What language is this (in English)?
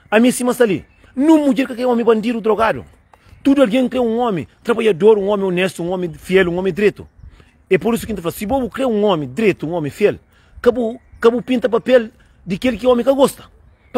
Kabuverdianu